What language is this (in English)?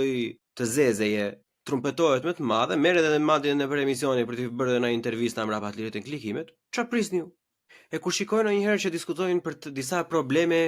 Albanian